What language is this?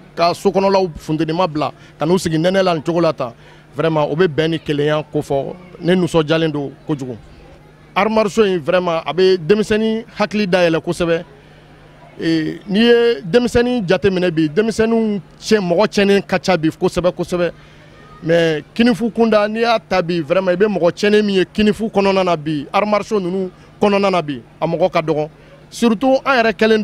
Bambara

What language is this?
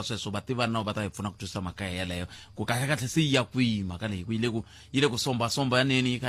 Tsonga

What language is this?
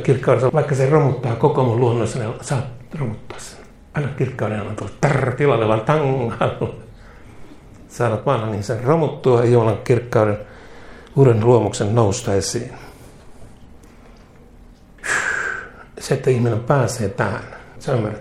Finnish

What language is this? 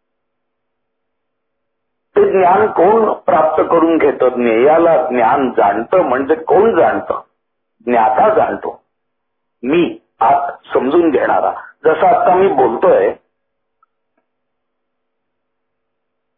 Marathi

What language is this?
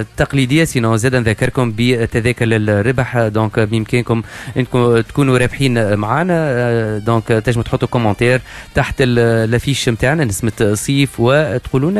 Tunisian Arabic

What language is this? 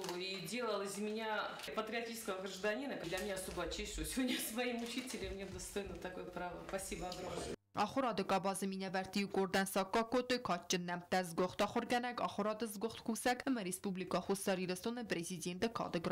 Ossetic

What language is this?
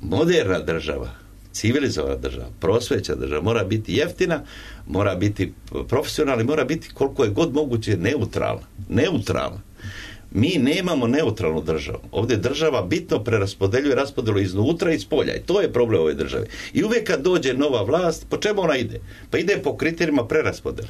Serbian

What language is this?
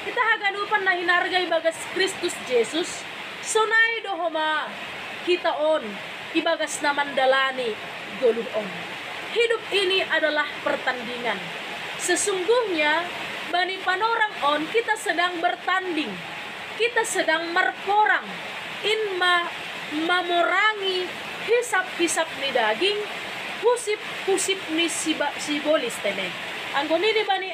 Batak Simalungun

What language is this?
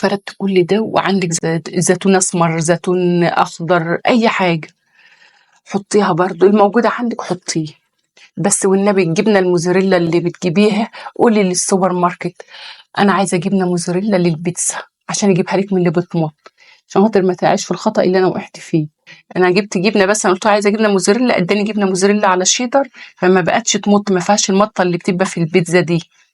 Egyptian Arabic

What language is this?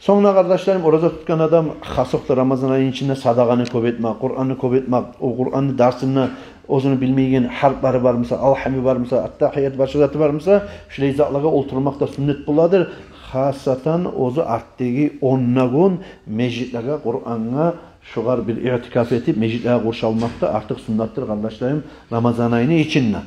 Kumyk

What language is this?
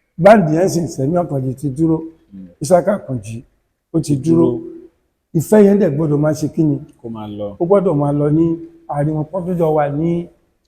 Yoruba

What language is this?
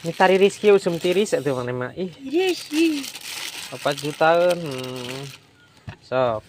Sundanese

